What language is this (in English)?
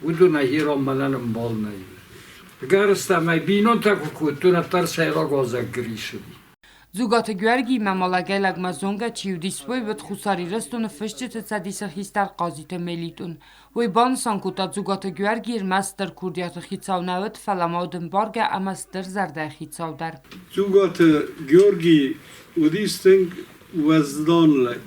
Ossetic